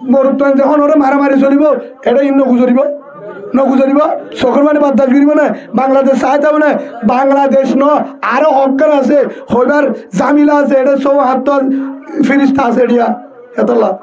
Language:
Rohingya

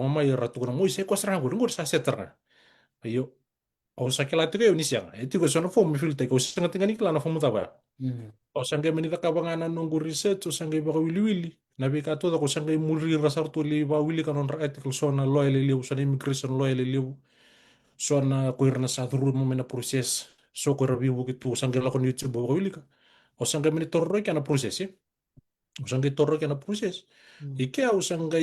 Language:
Fijian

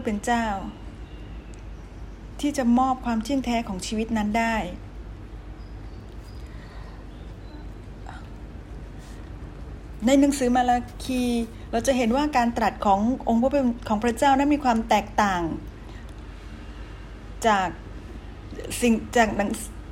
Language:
Thai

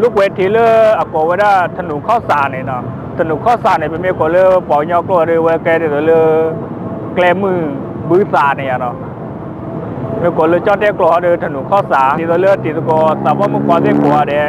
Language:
S'gaw Karen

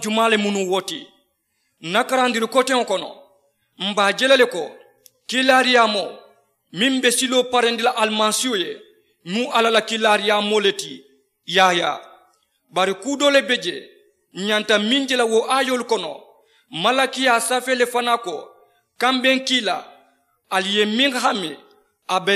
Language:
Mandingo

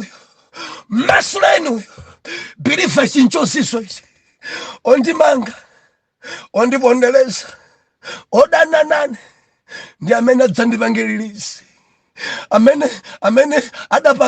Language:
Nyanja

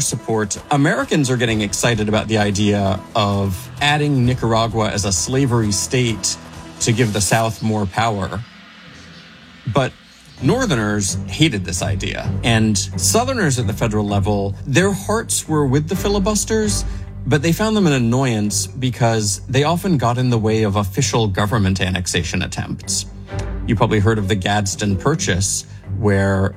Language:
English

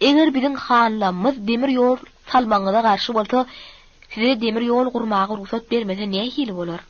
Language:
Turkmen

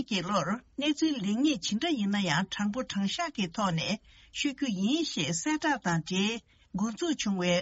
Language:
Tibetan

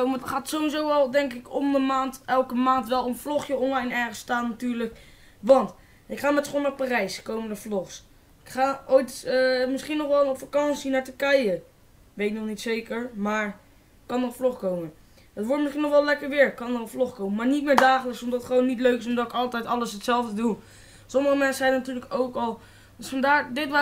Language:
Dutch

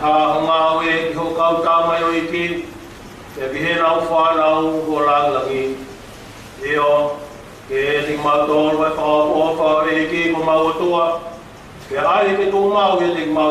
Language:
Tongan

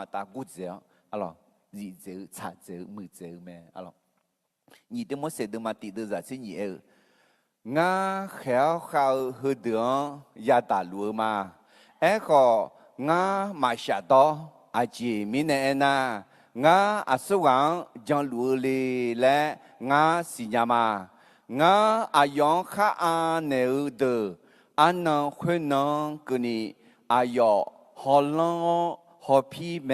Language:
Akha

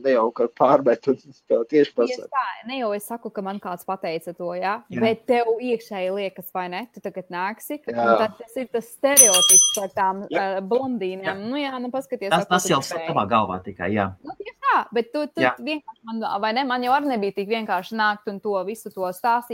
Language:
Latvian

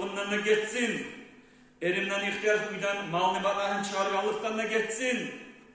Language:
Kumyk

